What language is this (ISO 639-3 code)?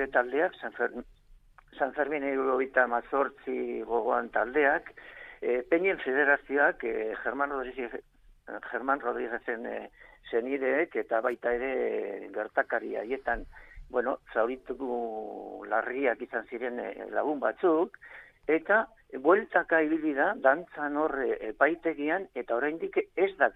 eus